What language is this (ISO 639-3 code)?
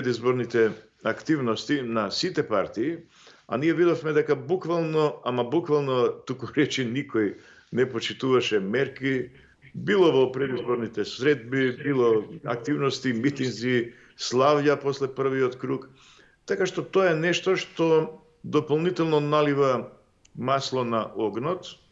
mkd